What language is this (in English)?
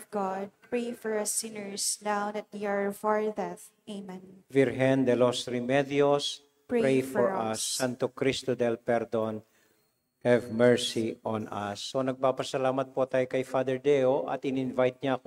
Pampanga